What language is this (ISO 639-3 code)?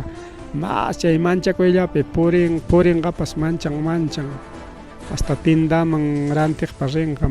quy